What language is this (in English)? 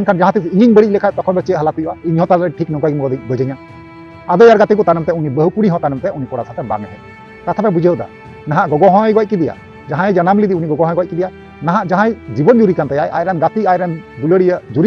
Santali